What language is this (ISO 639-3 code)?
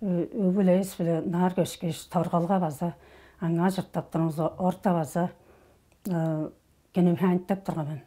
tyv